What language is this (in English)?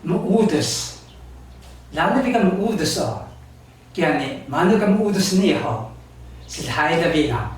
Taroko